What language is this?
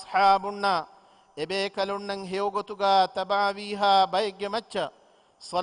Divehi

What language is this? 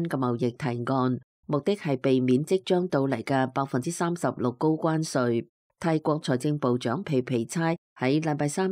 Cantonese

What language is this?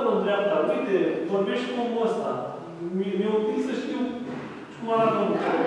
Romanian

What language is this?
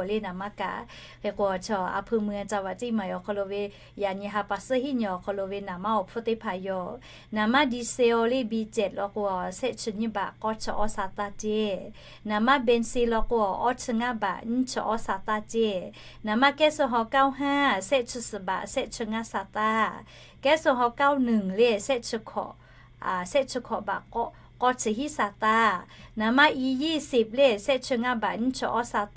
Lahu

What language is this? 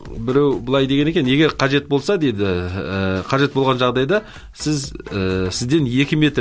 Kazakh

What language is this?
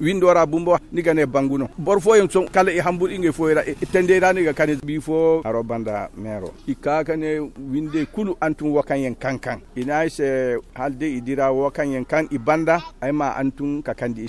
Zarma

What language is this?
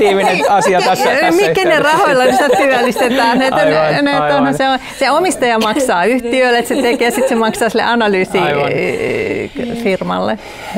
Finnish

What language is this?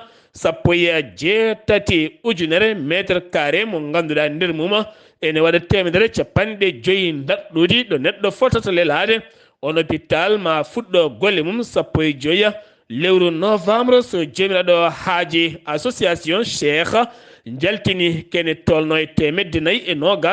Fula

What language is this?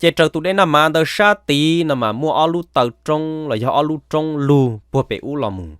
Hmong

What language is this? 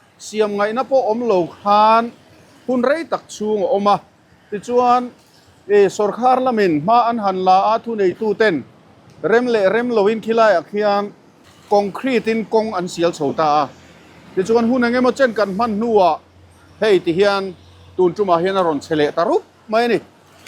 Mizo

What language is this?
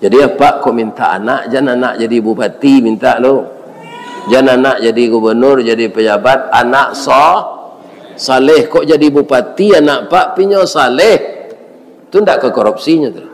Minangkabau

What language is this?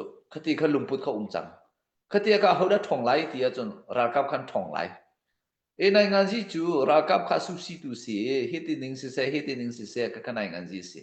Hakha Chin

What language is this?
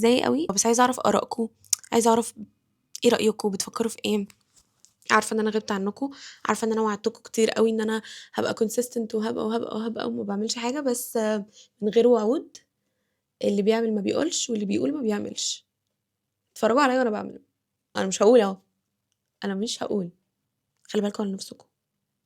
Egyptian Arabic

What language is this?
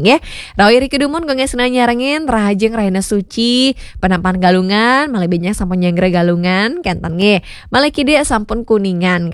Balinese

